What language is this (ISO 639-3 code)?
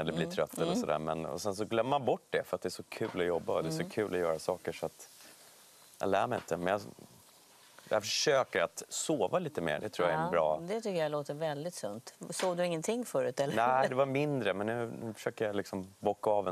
swe